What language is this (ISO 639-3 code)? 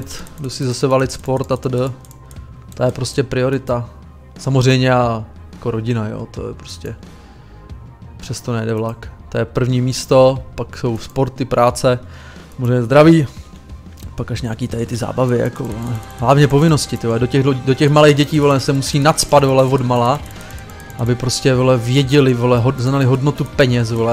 ces